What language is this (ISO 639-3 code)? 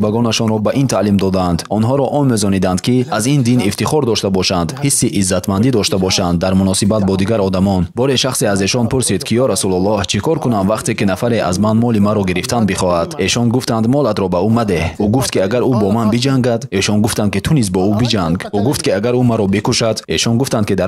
tgk